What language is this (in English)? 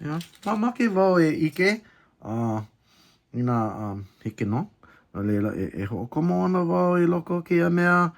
Hawaiian